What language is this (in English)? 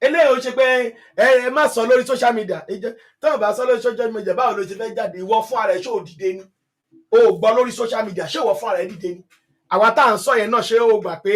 Yoruba